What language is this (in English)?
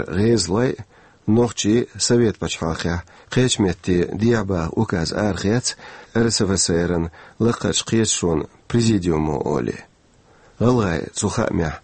Chechen